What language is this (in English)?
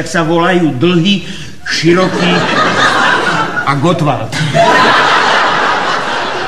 Slovak